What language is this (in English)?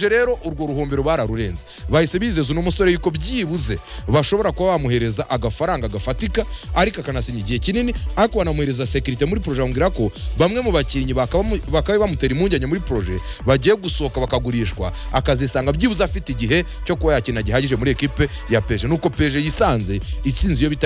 Kinyarwanda